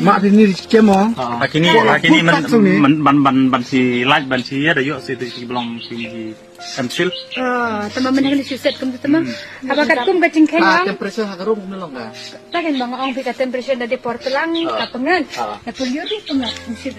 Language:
Khasi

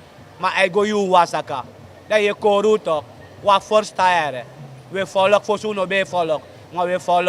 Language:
Sranan Tongo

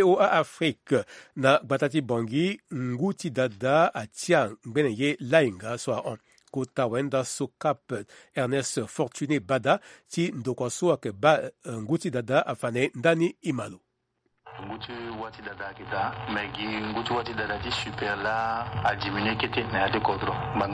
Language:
Sango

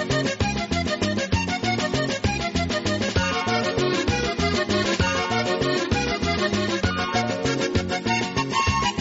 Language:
Basque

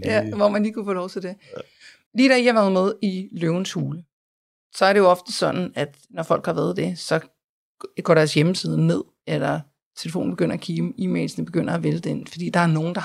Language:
Danish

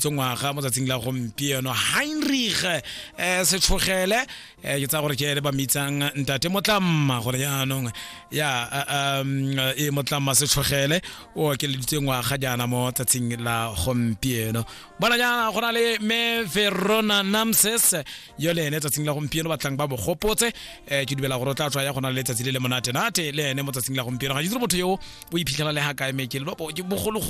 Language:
Tswana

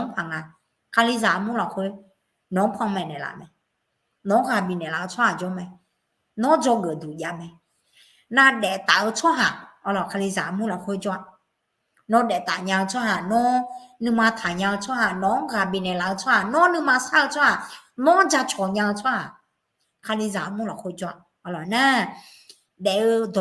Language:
Akha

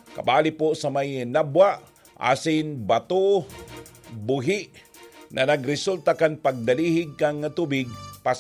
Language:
Bikol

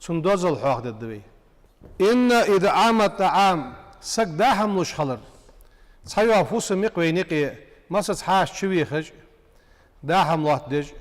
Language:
Ingush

